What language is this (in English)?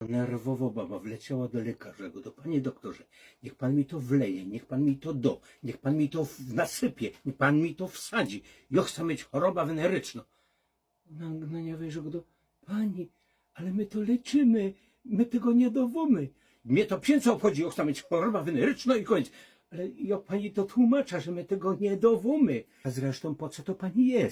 Silesian